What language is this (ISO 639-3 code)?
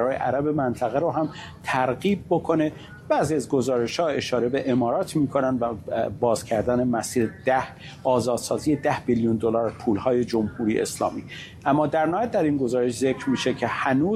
fas